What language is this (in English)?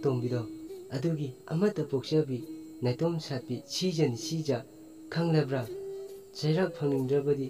Manipuri